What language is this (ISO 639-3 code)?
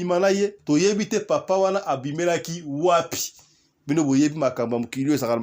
lin